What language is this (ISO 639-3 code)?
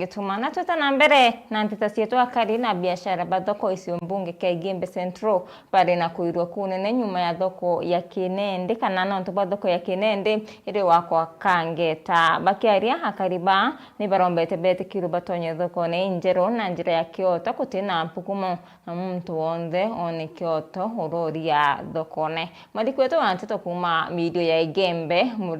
mer